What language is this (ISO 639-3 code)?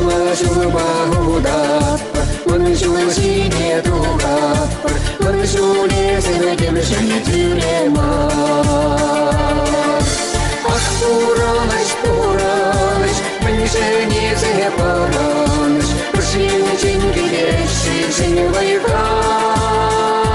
chv